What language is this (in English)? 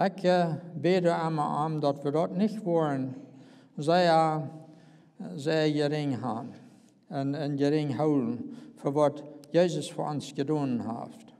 Plautdietsch